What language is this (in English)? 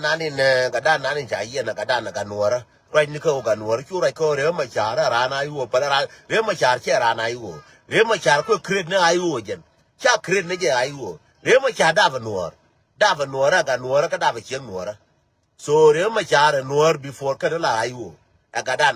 Nuer